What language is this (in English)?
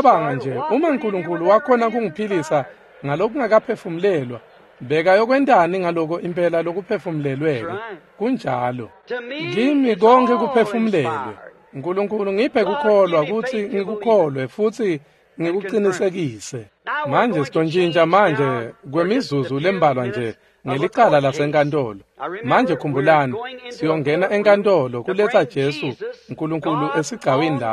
Swati